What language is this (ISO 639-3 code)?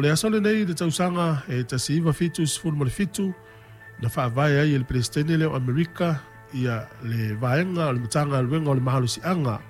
smo